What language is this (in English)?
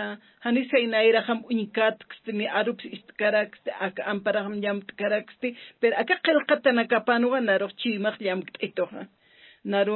Aymara